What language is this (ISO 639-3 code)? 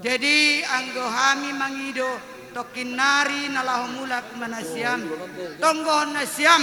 bbc